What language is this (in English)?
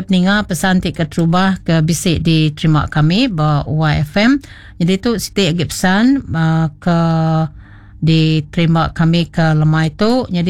Iban